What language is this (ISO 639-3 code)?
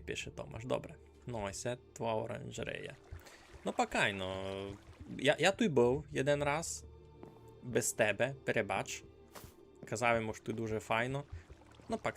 rue